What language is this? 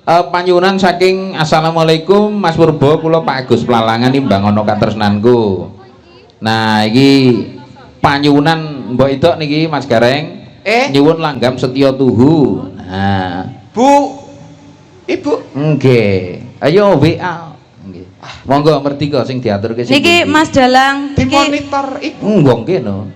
Javanese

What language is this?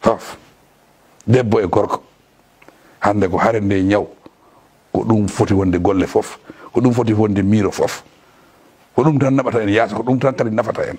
Fula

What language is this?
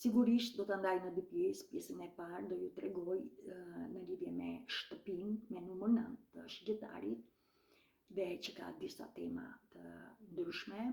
Albanian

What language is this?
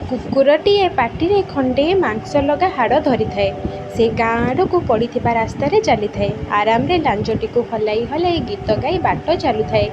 Odia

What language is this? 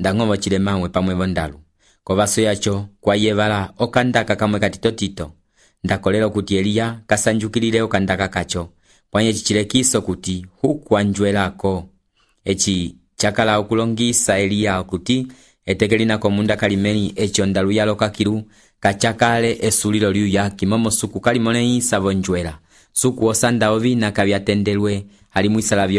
Umbundu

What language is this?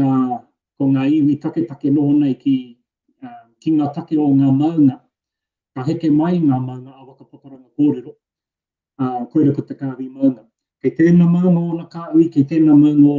Māori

